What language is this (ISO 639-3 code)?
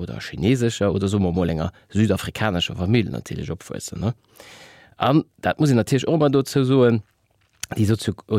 ltz